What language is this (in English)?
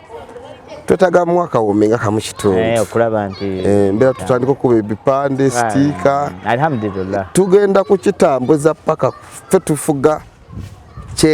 Ganda